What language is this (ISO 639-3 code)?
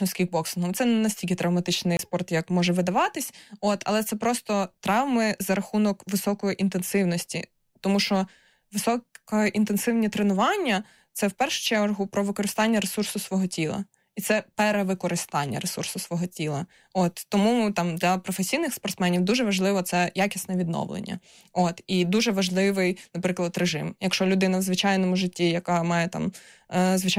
ukr